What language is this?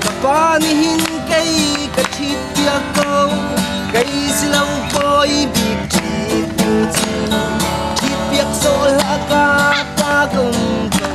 Hakha Chin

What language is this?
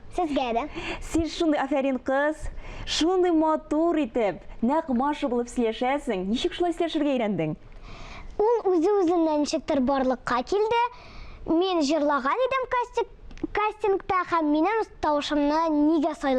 Tatar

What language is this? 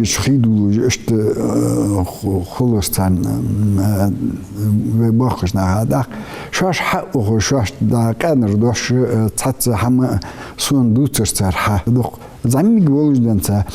Ingush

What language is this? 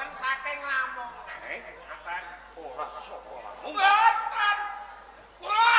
Javanese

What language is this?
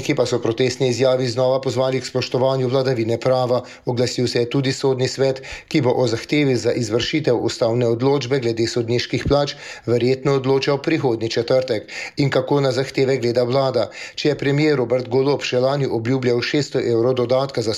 Slovenian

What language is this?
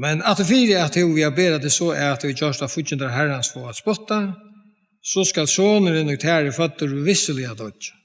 Faroese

